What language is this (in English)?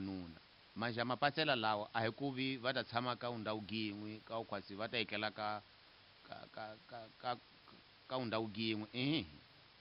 Tsonga